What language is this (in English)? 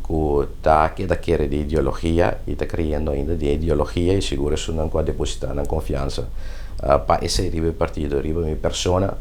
Papiamento